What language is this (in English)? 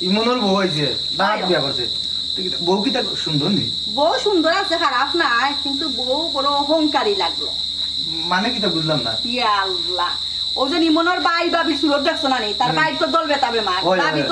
Sylheti